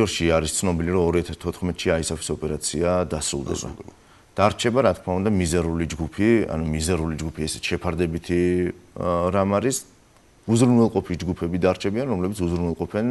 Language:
Georgian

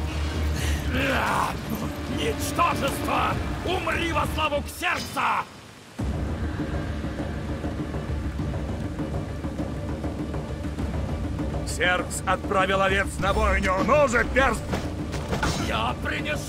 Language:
Russian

